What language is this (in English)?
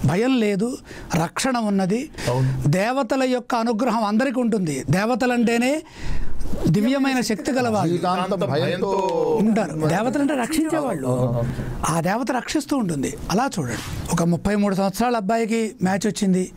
Telugu